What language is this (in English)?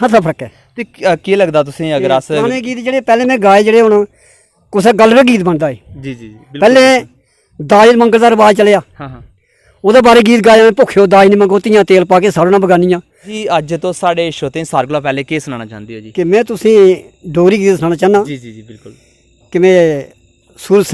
Dogri